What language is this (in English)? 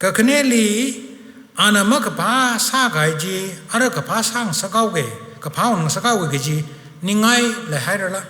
Tangkhul Naga (India)